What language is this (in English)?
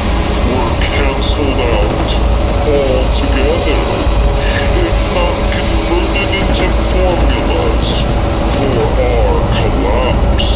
English